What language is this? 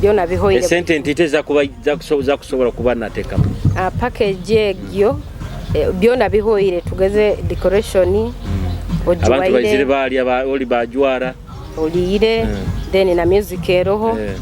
Nyoro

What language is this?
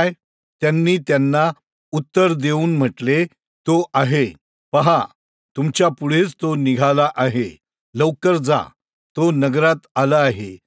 Marathi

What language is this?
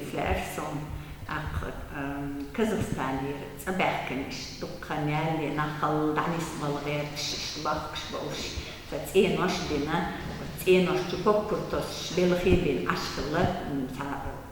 Chechen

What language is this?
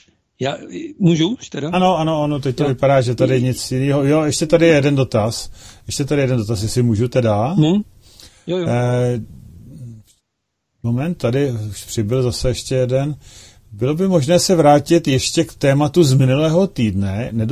Czech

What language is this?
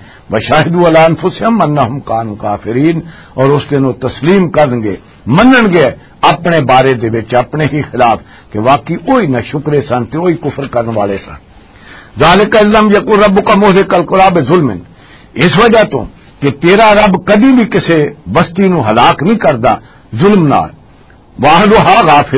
Western Panjabi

